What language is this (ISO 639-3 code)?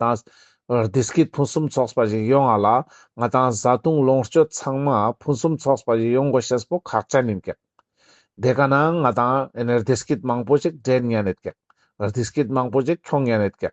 lbj